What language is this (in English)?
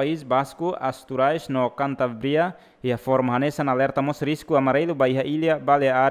Tetum